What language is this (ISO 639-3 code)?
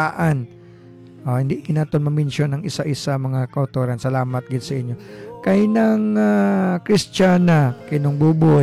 hil